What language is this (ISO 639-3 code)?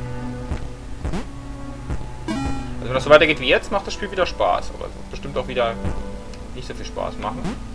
deu